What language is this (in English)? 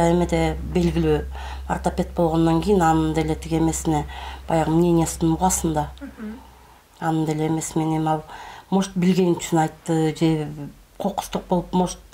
Kyrgyz